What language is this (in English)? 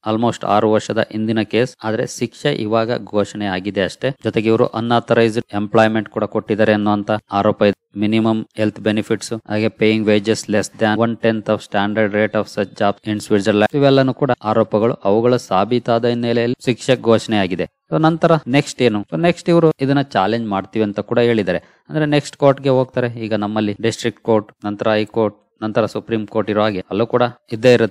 Kannada